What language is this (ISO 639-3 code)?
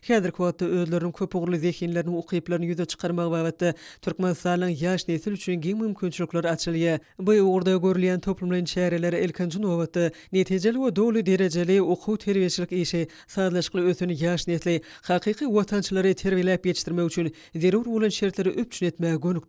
tuk